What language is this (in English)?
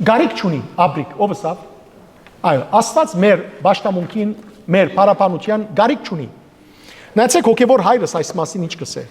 Western Armenian